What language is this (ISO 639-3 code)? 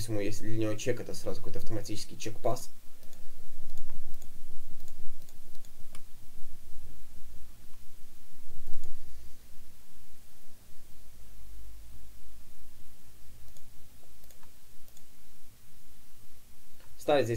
rus